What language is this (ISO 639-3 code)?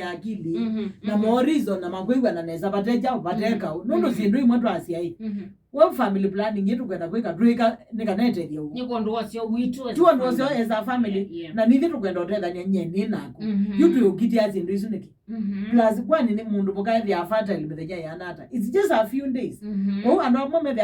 kam